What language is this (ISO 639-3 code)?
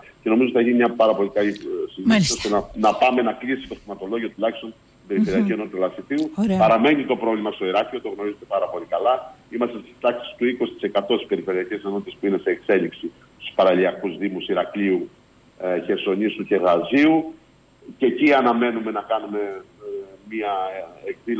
ell